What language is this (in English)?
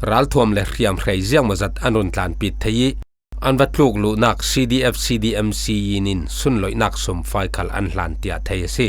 Falam Chin